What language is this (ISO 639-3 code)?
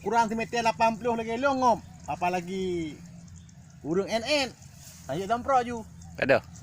ace